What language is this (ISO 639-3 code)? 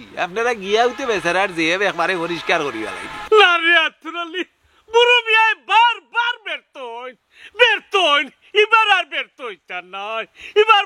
syl